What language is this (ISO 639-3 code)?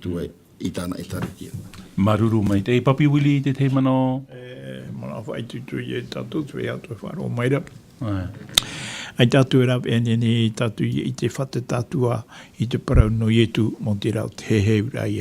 tah